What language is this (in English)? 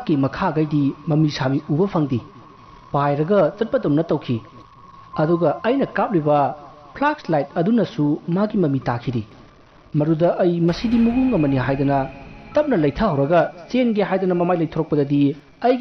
Manipuri